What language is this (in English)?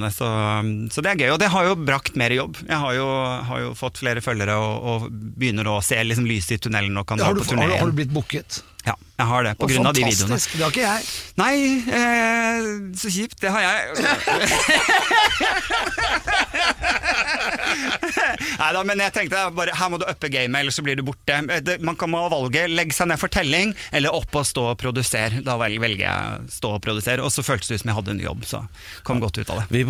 Norwegian